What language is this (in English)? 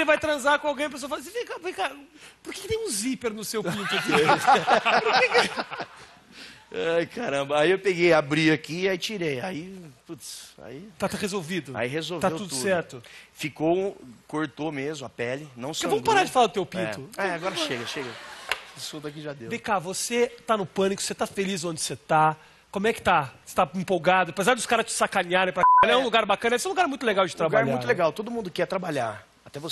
Portuguese